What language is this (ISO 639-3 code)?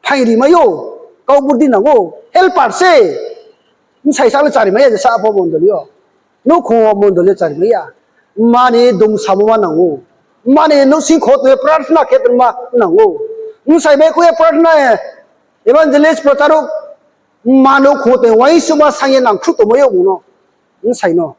ria